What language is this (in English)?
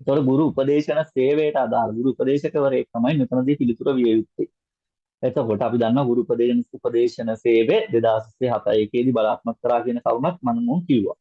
Sinhala